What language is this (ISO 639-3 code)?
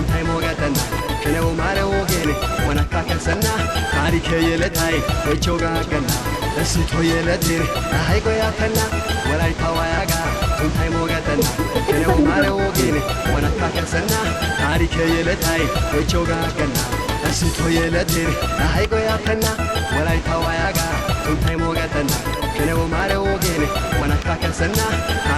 wal